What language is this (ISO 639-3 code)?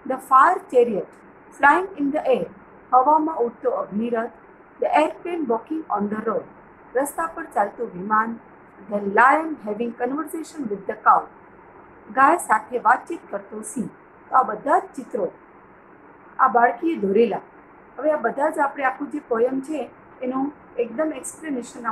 guj